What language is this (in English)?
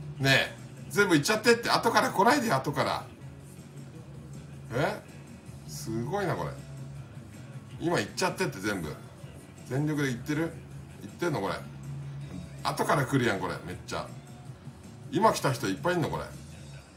Japanese